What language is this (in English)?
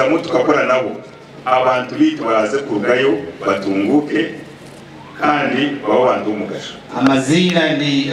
Kinyarwanda